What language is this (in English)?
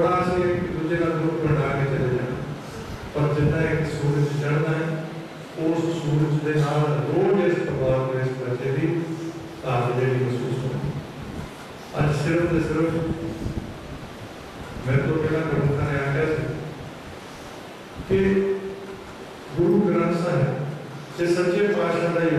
Punjabi